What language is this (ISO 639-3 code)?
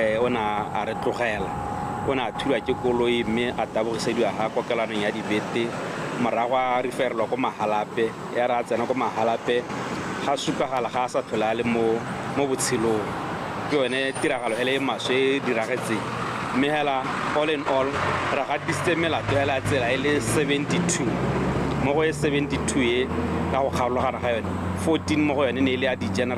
tsn